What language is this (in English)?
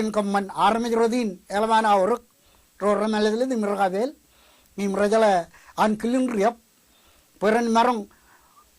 Marshallese